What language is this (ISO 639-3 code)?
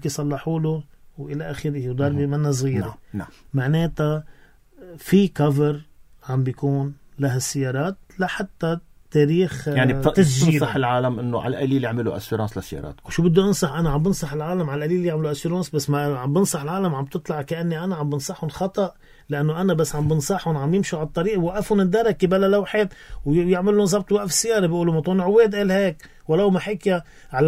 apc